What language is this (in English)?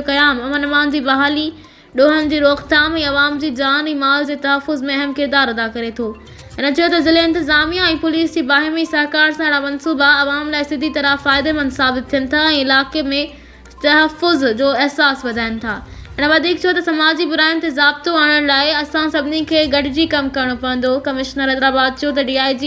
Sindhi